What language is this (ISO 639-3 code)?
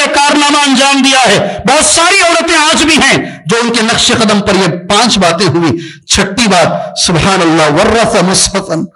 urd